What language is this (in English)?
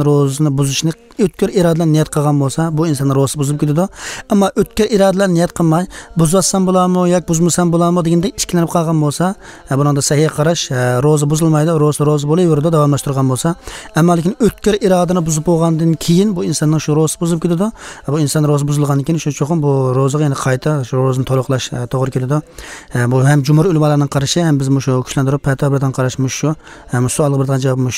Uzbek